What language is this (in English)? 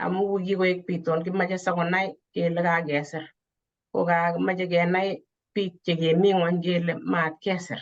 Kalenjin